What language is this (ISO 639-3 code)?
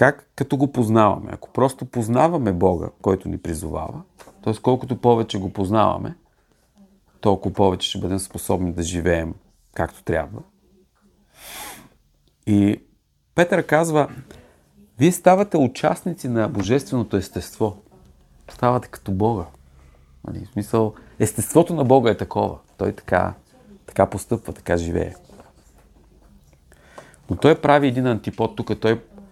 bul